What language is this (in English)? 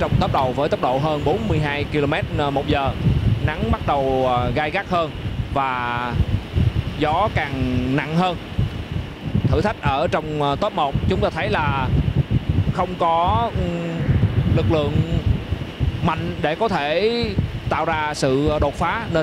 Vietnamese